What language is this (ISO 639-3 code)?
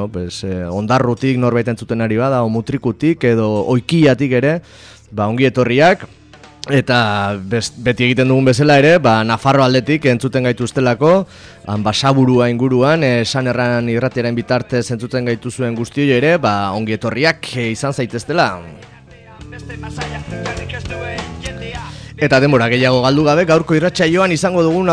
eus